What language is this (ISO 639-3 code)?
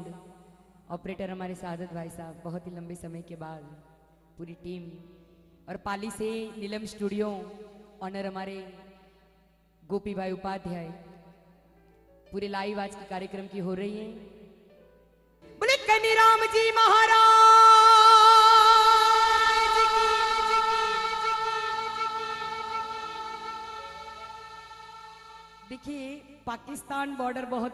hin